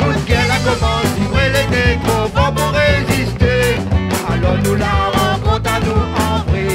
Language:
Réunion Creole French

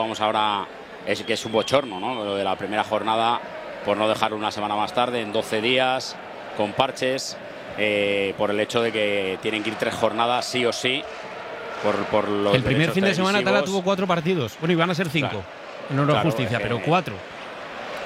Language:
Spanish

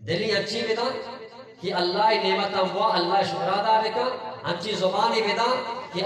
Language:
Eastern Balochi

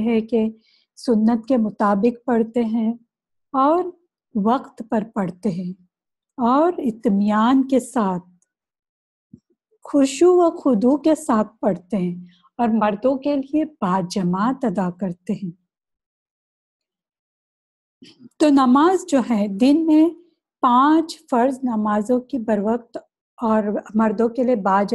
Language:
Urdu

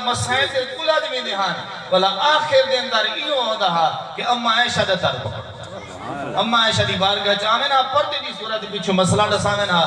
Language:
Saraiki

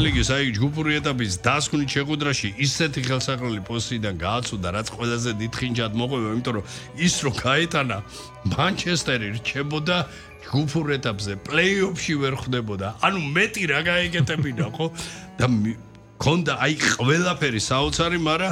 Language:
Georgian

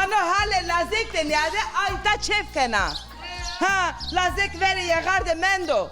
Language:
Zaza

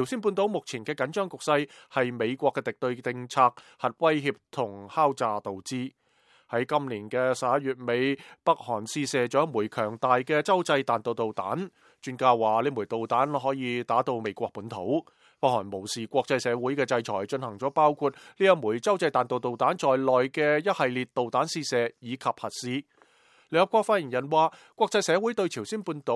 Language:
Cantonese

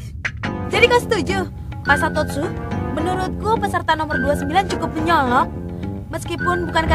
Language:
Indonesian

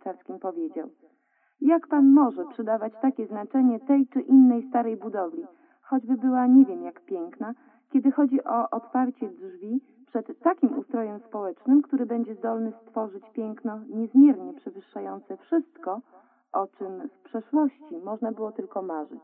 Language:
Polish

